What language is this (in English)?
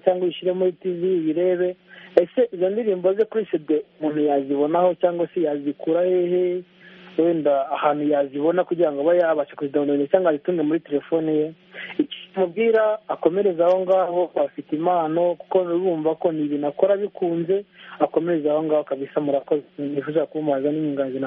Kinyarwanda